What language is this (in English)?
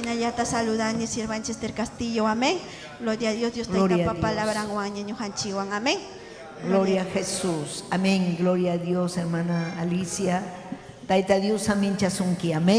Ayacucho Quechua